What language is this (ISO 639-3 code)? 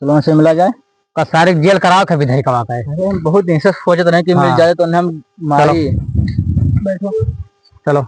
awa